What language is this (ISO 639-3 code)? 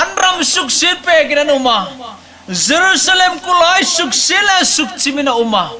hmr